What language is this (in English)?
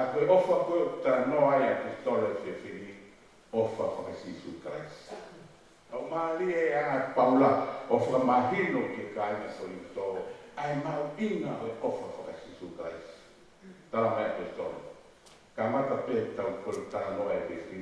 Tongan